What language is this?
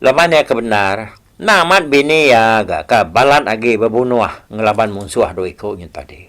Iban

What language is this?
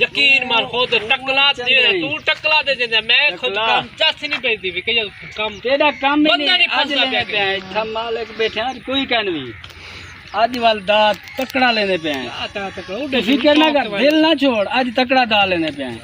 Saraiki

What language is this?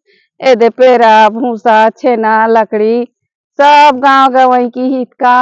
Chhattisgarhi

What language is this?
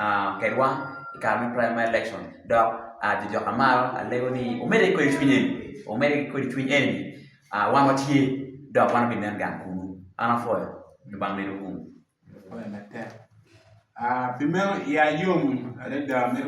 Acoli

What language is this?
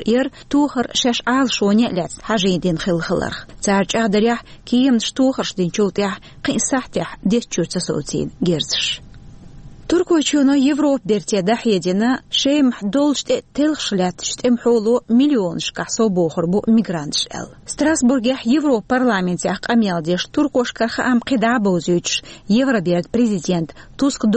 Chechen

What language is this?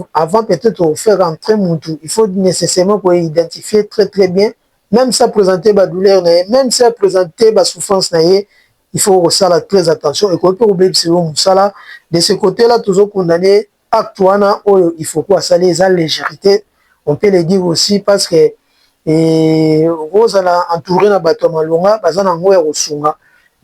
Lingala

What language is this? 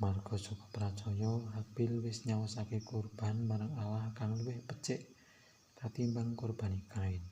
Javanese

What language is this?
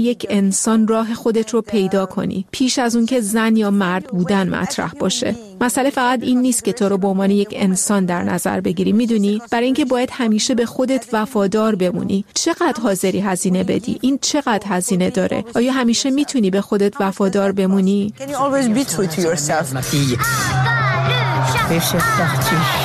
Persian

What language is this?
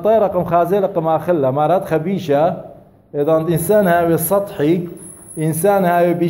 Assyrian Neo-Aramaic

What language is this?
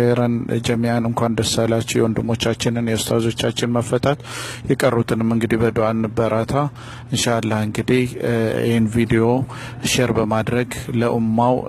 Amharic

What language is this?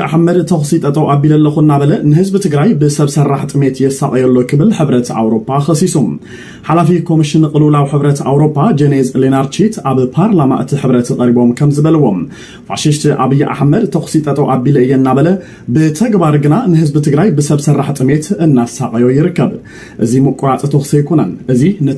Tigrinya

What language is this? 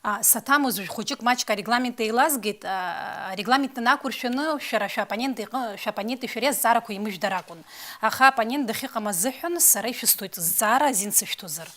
Abkhazian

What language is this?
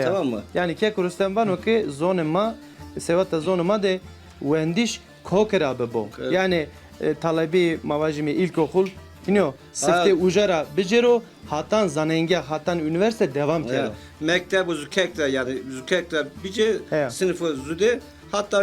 Zaza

